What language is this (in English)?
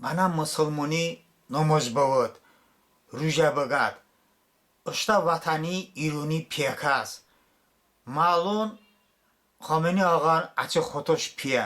Talysh